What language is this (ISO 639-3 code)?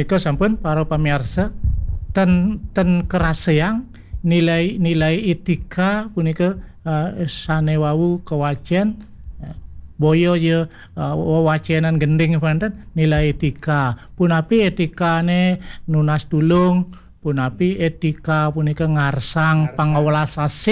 ban